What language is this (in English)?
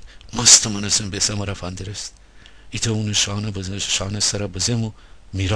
Gilaki